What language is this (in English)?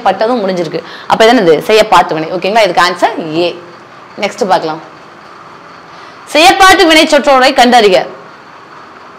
Tamil